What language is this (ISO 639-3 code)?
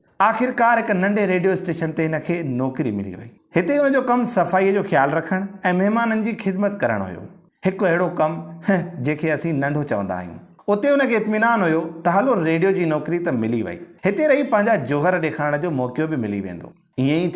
snd